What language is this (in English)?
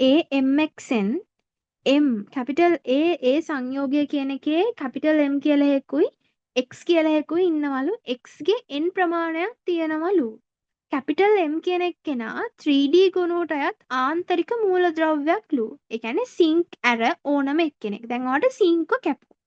Sinhala